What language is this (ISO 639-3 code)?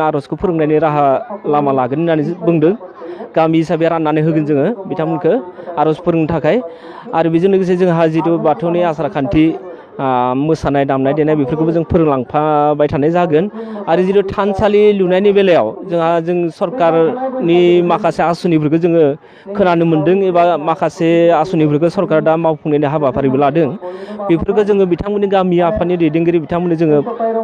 brx